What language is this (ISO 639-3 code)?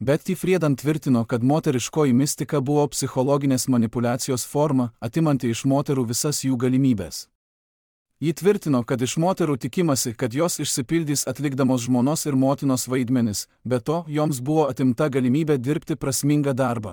lit